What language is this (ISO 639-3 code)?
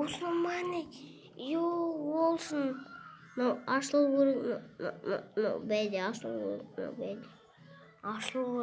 kaz